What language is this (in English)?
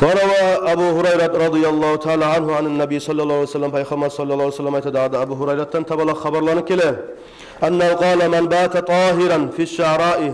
Kumyk